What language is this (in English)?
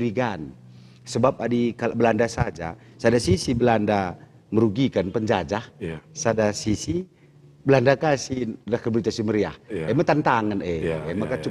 Batak Karo